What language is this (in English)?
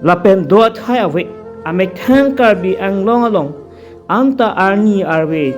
Karbi